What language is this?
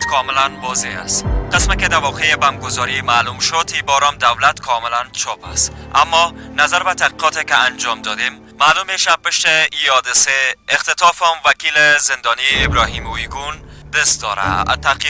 Persian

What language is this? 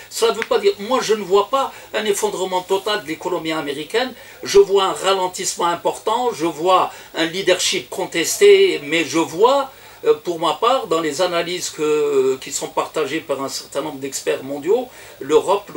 French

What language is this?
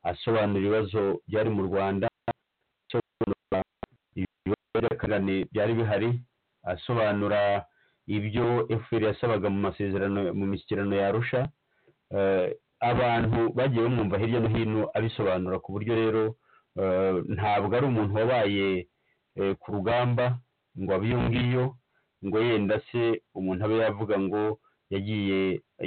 Kinyarwanda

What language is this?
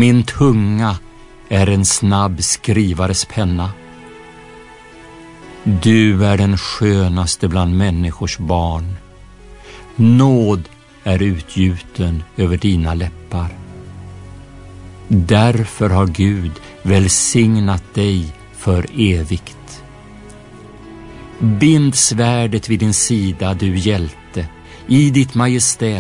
Swedish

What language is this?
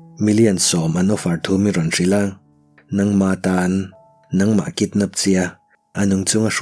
Mizo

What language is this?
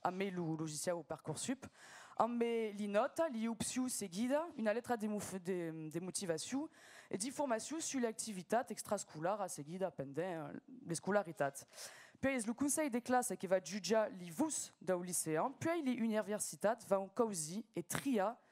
Occitan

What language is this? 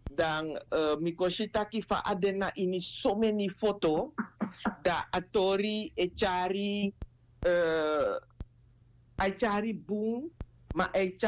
Sranan Tongo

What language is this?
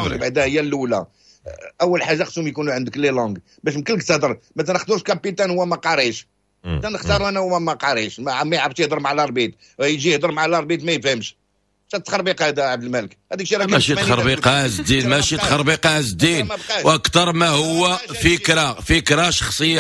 Moroccan Arabic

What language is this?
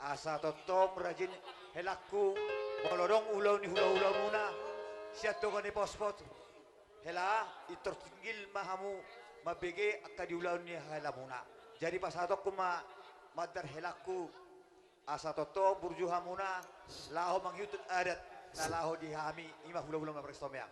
Batak Toba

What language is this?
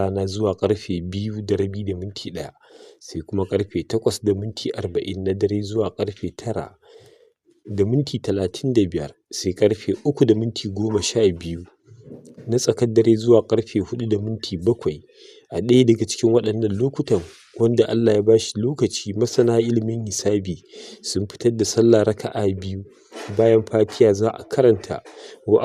Hausa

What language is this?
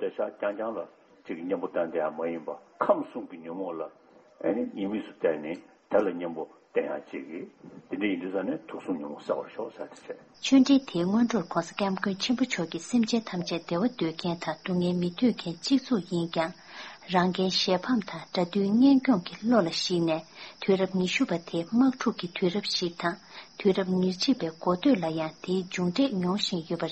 Tibetan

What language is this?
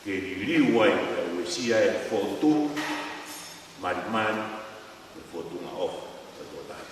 Tongan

